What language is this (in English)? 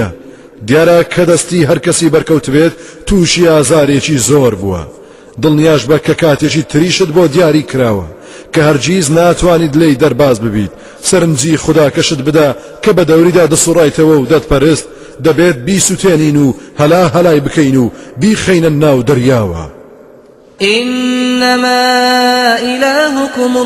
Central Kurdish